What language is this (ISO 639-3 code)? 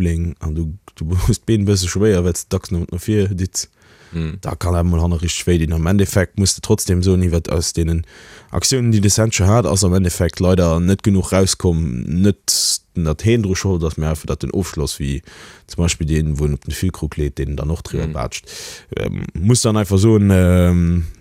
ltz